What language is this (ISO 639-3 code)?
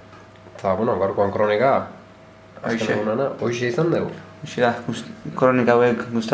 eus